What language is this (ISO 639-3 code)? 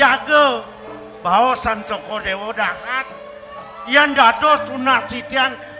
ban